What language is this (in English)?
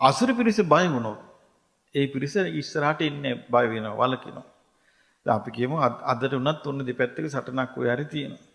Sinhala